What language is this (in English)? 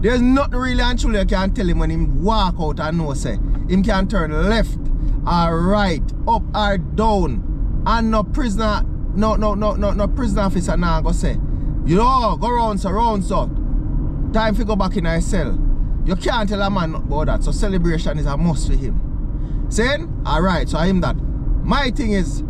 Jamaican Creole English